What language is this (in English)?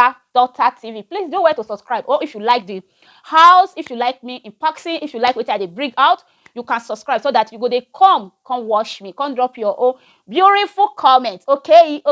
Nigerian Pidgin